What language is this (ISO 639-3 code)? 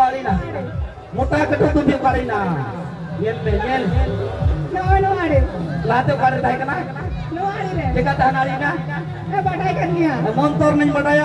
sat